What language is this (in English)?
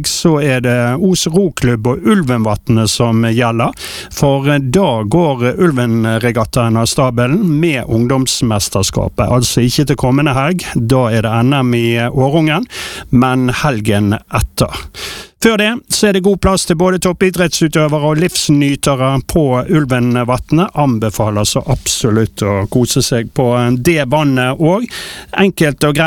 Norwegian